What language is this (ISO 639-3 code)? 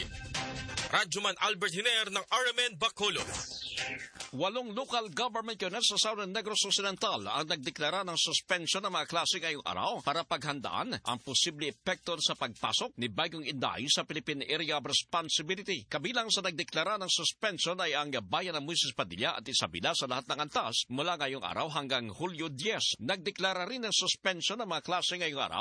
fil